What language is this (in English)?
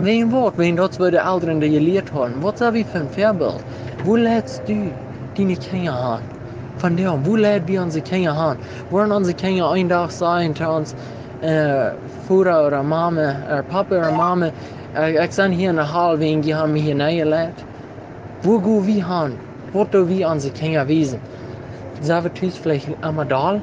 Plautdietsch